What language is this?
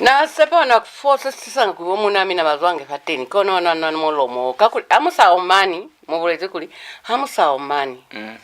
Lozi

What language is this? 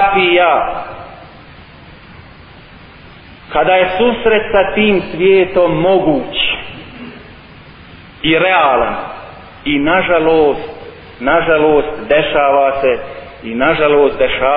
Bosnian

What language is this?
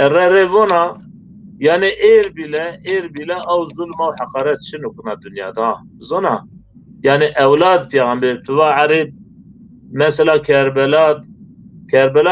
Zaza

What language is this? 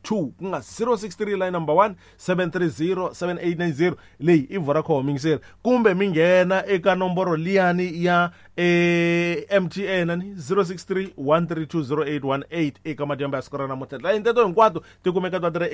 Tsonga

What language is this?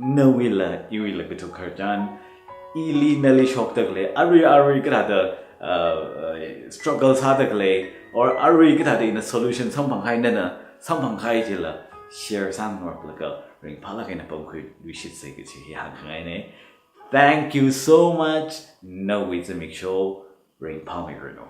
Tangkhul Naga (India)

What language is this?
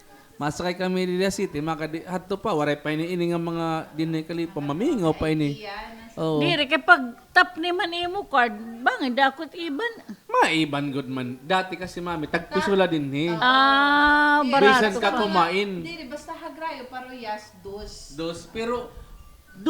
Waray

